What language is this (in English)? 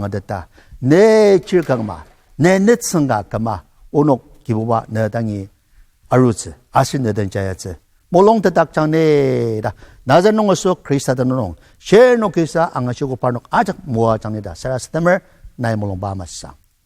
Ao Naga